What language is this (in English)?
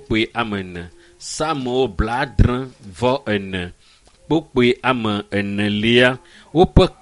Ewe